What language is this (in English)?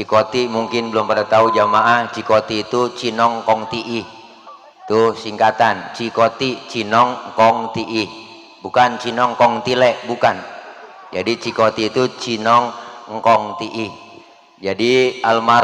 Betawi